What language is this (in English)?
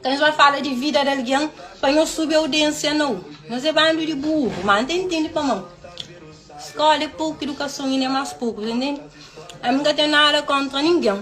Kabuverdianu